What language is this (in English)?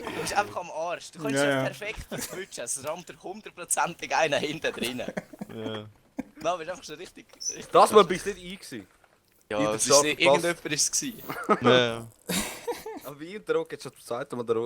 Swiss German